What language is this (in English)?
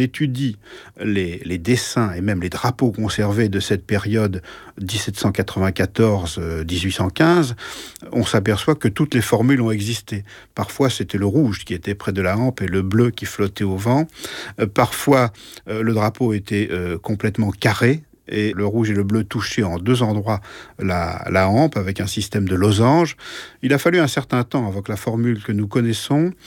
French